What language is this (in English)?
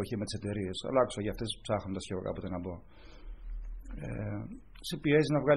Greek